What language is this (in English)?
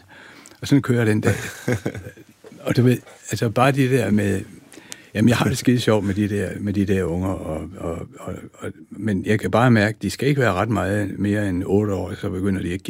Danish